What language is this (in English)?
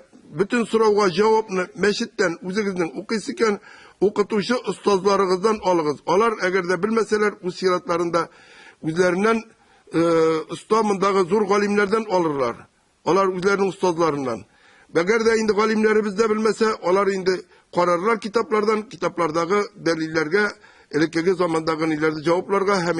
Tatar